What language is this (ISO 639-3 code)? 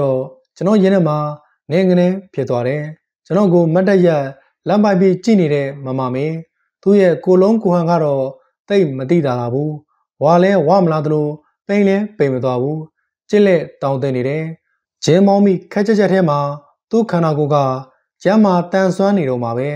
mya